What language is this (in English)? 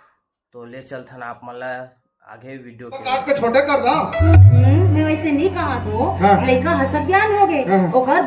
Chhattisgarhi